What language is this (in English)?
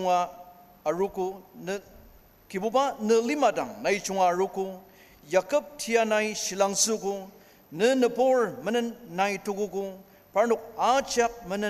Ao Naga